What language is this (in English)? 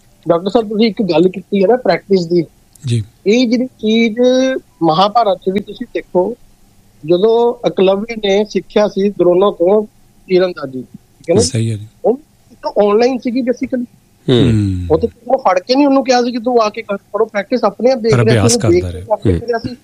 Punjabi